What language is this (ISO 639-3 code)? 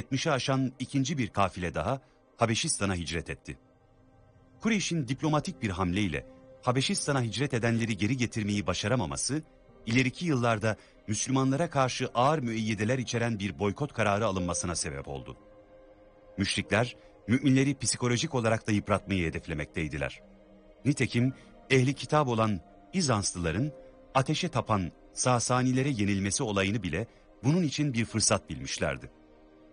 tur